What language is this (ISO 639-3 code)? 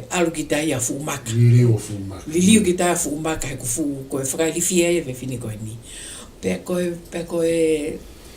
ton